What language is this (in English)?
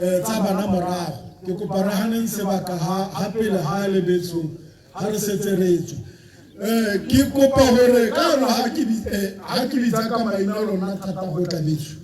Tswana